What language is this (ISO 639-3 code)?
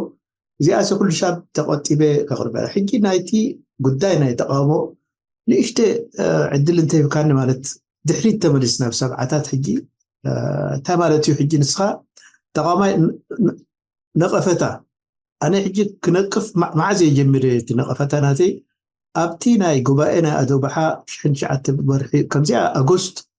tir